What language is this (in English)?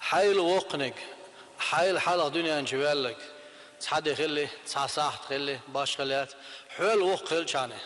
Chechen